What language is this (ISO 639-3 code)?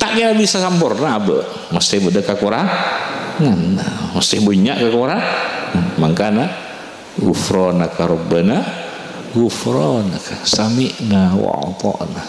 mad